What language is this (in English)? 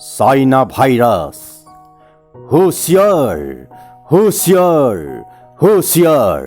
Assamese